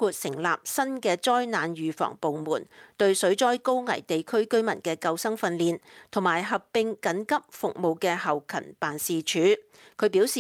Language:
Cantonese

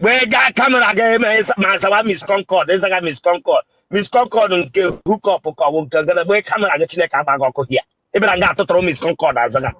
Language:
Igbo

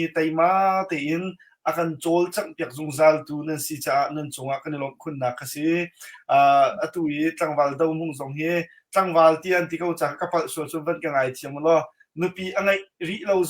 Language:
Hakha Chin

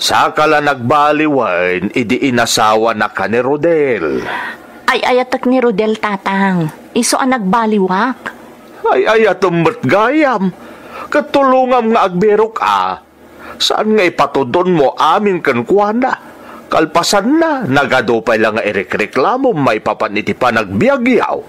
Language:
Iloko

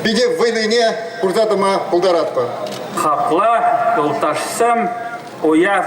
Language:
Chuvash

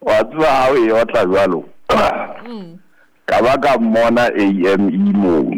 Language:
Southern Sotho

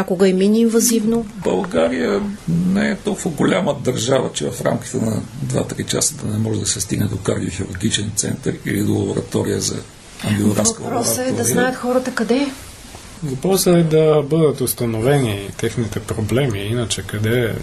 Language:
Bulgarian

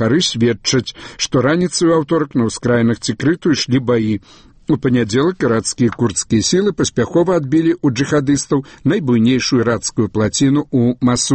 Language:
Belarusian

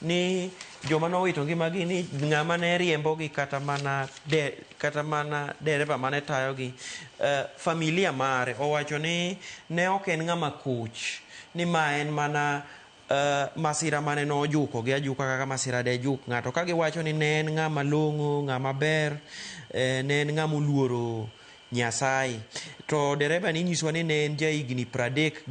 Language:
Luo (Kenya and Tanzania)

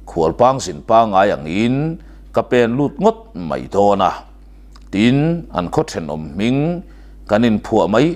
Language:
Mizo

